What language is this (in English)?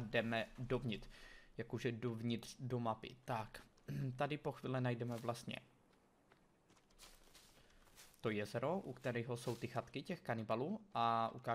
Czech